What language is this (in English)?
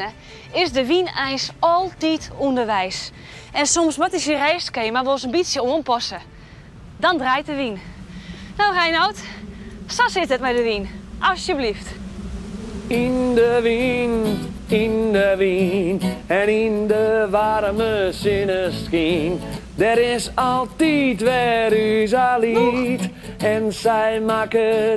Western Frisian